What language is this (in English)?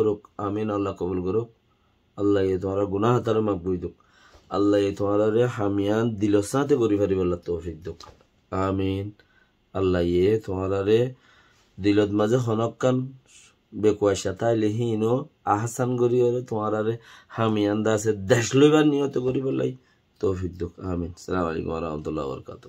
Rohingya